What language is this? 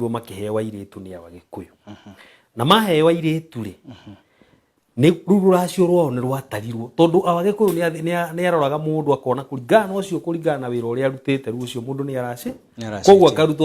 Kikuyu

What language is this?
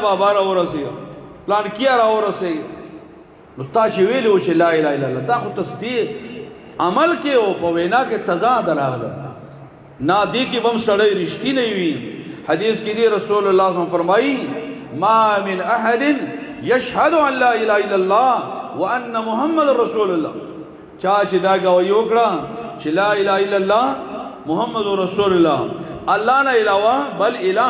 Pashto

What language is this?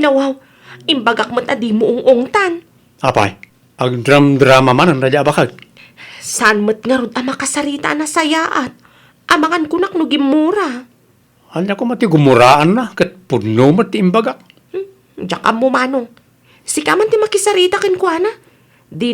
Iloko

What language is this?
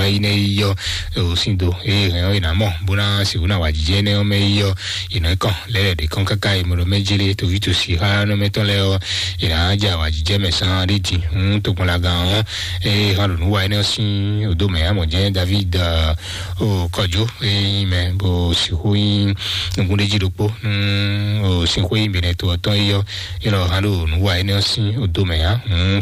Fon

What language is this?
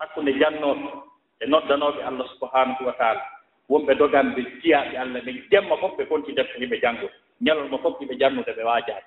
Fula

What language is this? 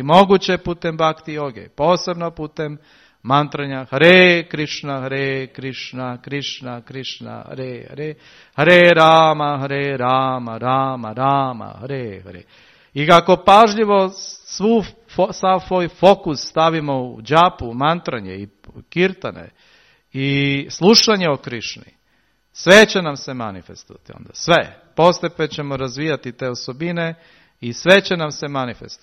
Serbian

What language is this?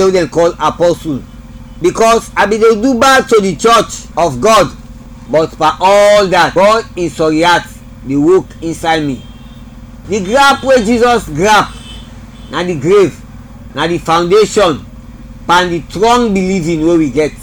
Krio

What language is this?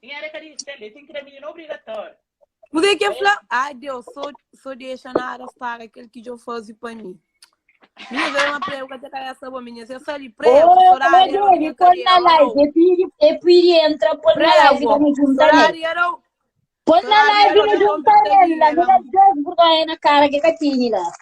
Kabuverdianu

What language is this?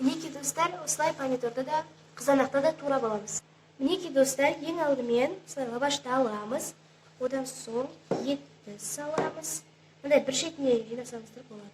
Kazakh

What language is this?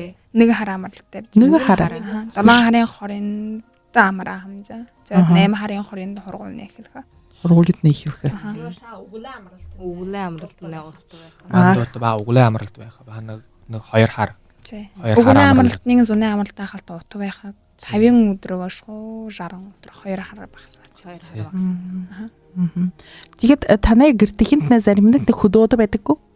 Buriat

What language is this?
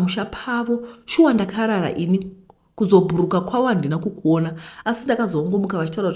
Shona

